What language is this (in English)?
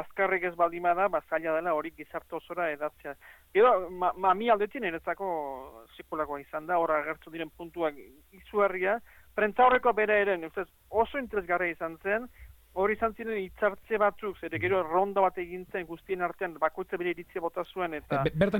Basque